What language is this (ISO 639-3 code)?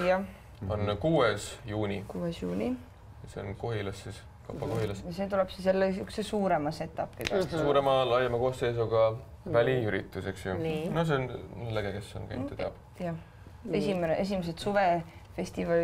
est